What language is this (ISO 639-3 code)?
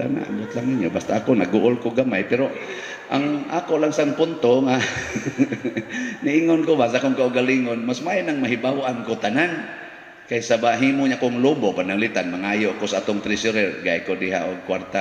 ceb